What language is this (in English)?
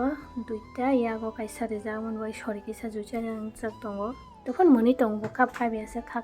Kok Borok